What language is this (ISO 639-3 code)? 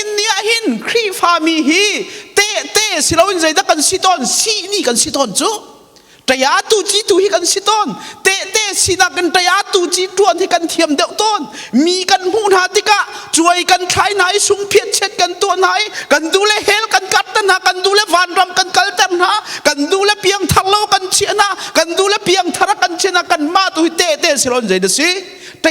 cnh